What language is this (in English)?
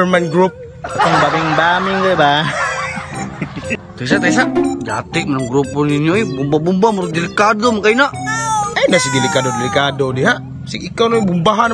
Cebuano